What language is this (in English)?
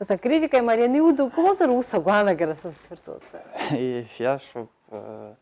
Abkhazian